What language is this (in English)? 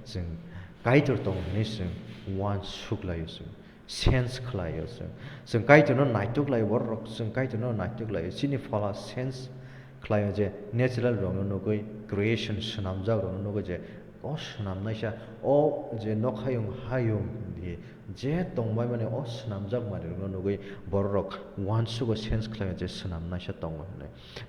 Kok Borok